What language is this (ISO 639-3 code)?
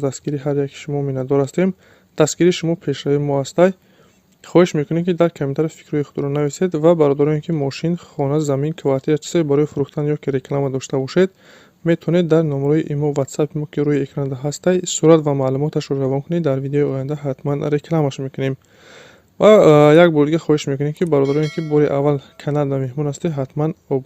tgk